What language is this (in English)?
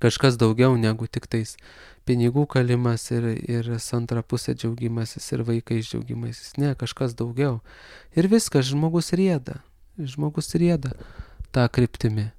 Lithuanian